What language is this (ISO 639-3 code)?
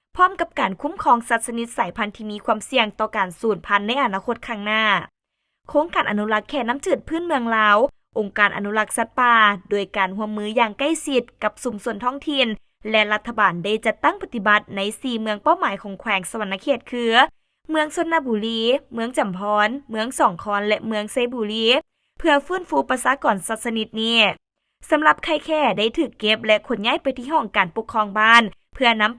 lao